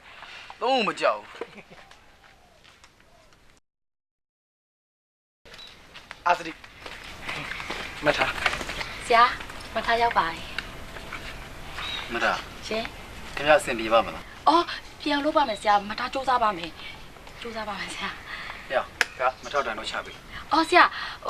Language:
Burmese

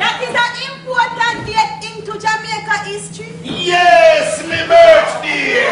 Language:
Jamaican Creole English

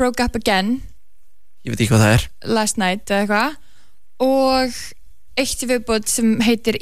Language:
Icelandic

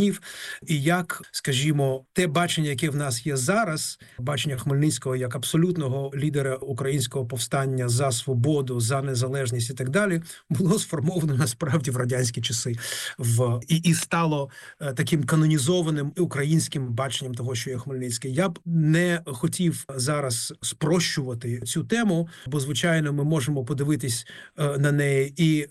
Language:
Ukrainian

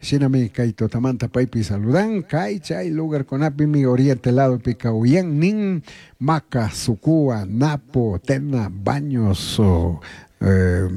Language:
Chimborazo Highland Quichua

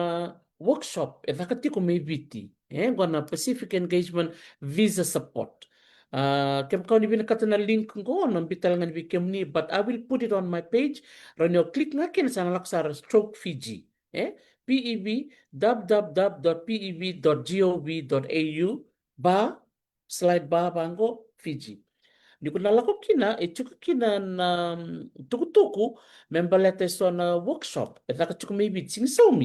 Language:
Fijian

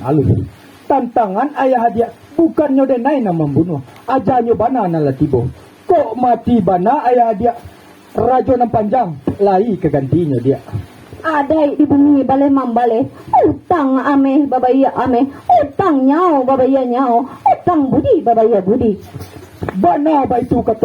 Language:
Minangkabau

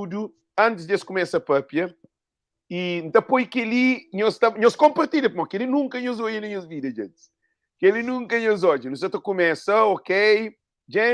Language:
Kabuverdianu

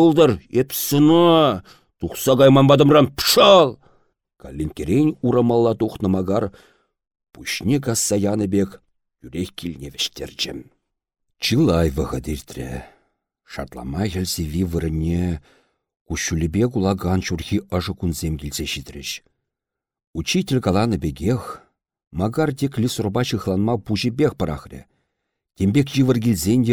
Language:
Chuvash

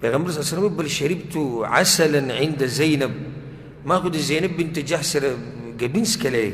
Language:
Pashto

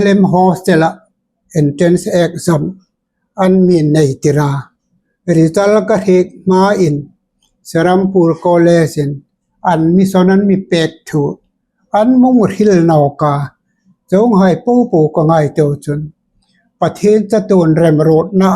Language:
Hmar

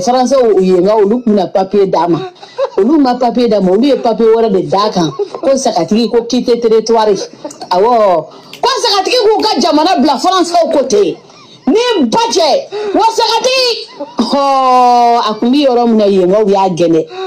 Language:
Bambara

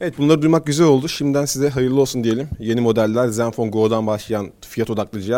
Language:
Turkish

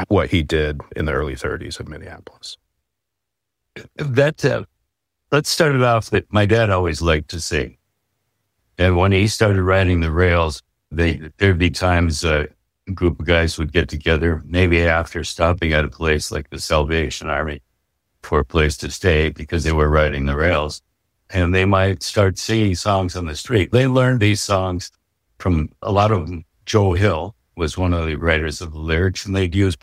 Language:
English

